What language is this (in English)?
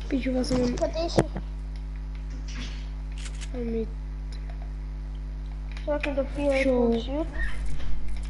Bulgarian